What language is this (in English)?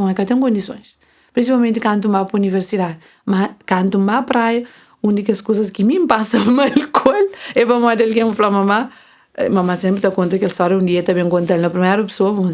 Kabuverdianu